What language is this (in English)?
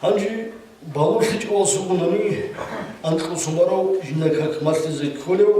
Avaric